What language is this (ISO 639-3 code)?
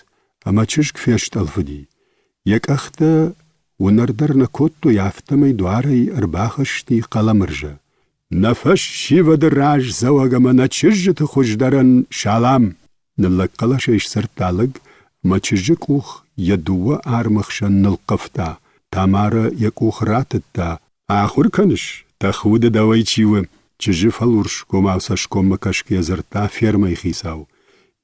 oss